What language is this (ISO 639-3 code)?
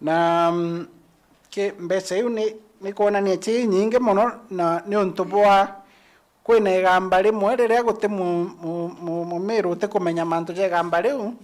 mer